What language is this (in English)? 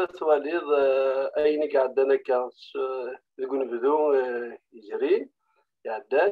Kabyle